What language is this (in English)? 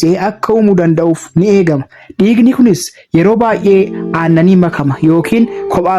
Oromo